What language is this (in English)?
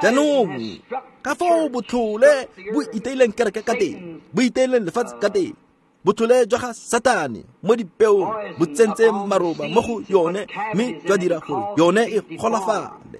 Tswana